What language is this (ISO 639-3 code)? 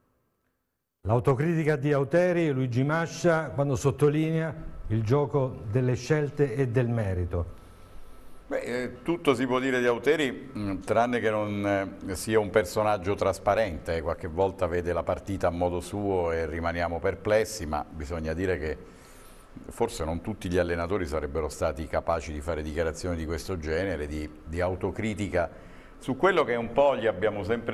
ita